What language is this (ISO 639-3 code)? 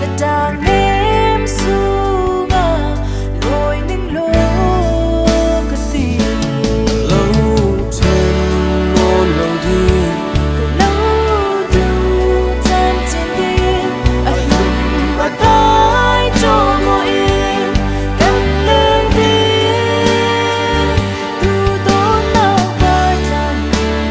cfm